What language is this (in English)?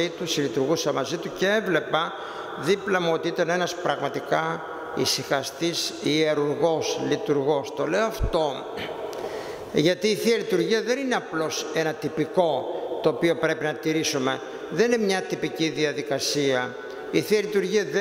Greek